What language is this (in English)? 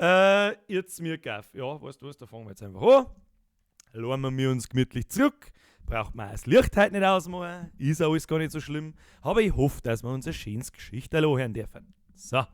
Bavarian